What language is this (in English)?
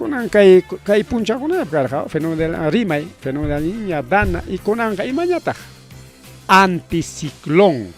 Ayacucho Quechua